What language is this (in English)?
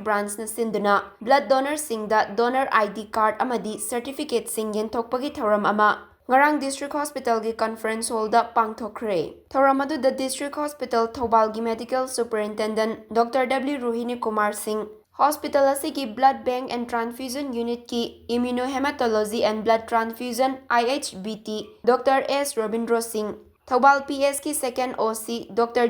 Manipuri